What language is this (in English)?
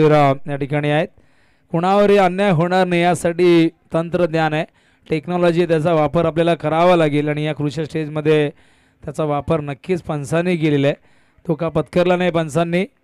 Marathi